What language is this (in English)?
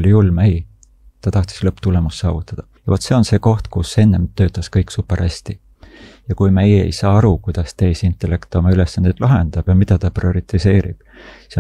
Estonian